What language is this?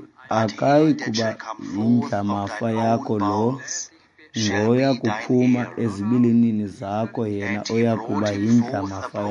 Xhosa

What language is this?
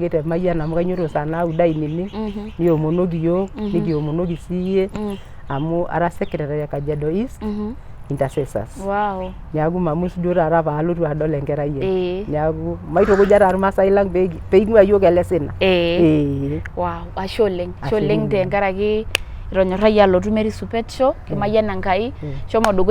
Masai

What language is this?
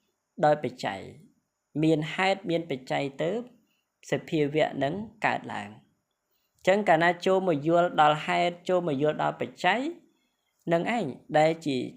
Khmer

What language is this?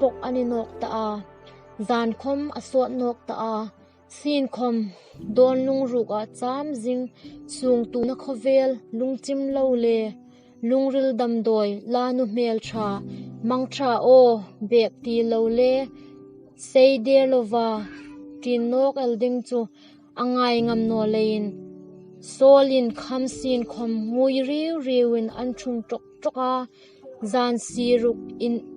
Hmar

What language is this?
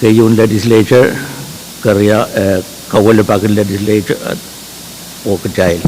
Pohnpeian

